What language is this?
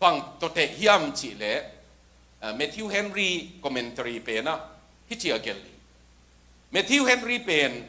Tedim Chin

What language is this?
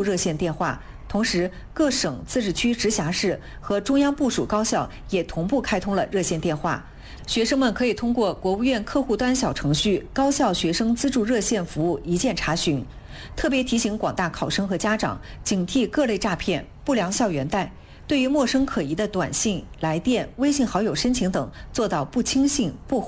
Chinese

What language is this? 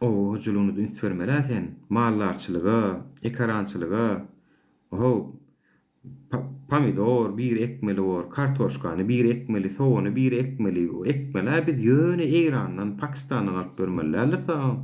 Turkmen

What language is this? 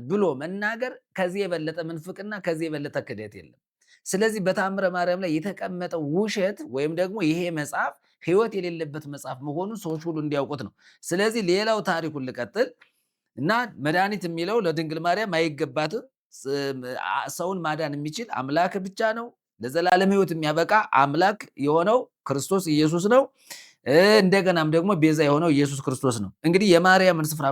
Amharic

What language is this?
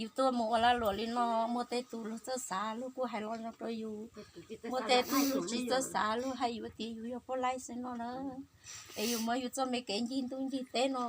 Hmong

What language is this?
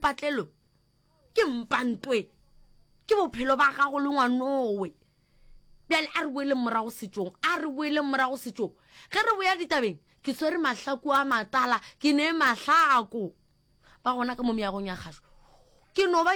Northern Sotho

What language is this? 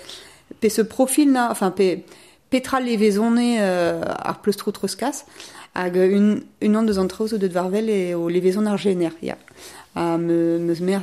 Breton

